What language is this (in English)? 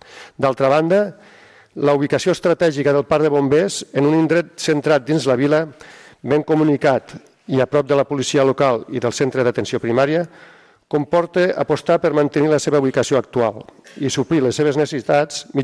Catalan